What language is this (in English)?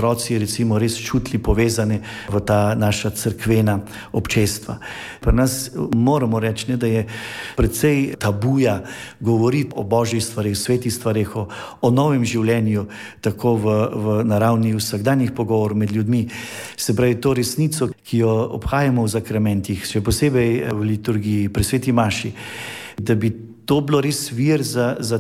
Slovenian